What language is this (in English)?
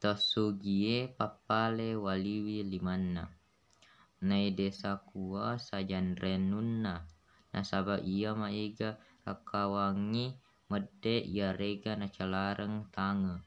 Buginese